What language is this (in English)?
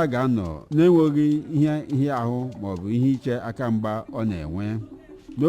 Igbo